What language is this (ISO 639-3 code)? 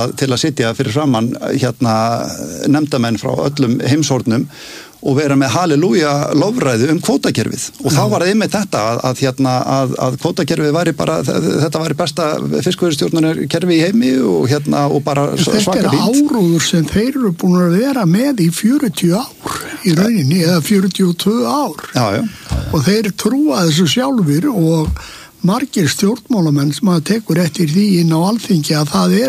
isl